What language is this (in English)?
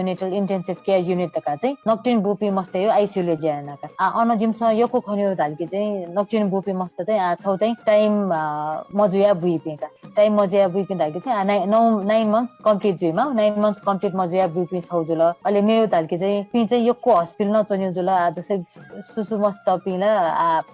Newari